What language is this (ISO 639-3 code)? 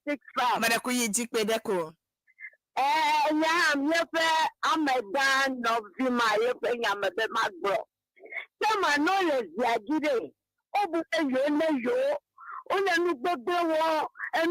ewe